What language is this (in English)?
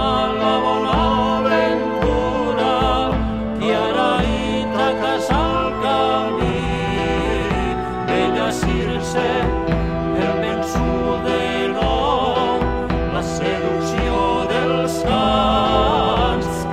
Catalan